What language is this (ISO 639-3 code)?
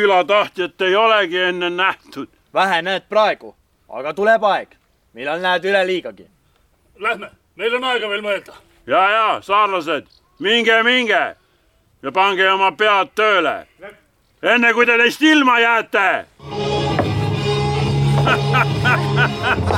est